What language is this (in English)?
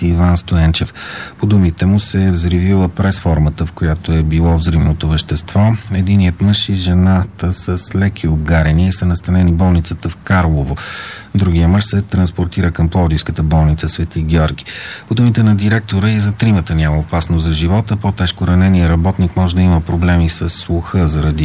Bulgarian